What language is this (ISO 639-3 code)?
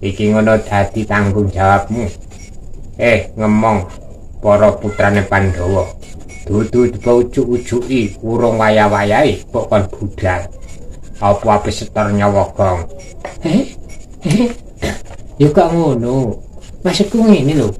jav